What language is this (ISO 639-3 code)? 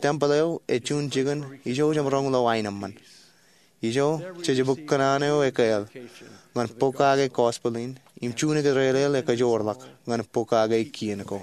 mah